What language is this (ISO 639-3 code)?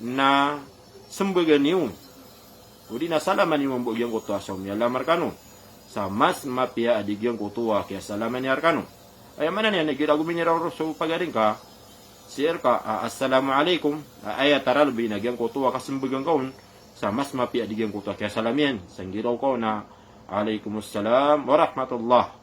mrw